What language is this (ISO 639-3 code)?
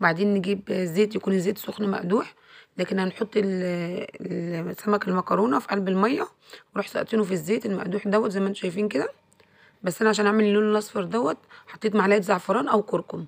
arz